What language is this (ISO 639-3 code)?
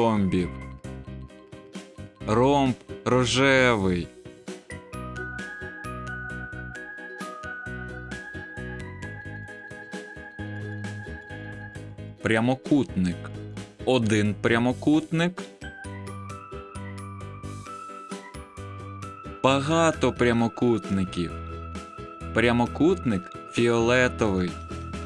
ukr